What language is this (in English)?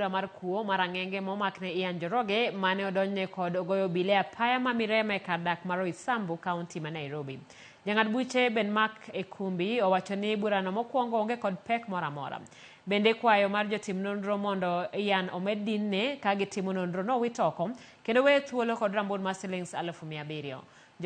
Luo (Kenya and Tanzania)